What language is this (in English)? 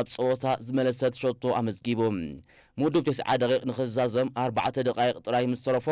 Tigrinya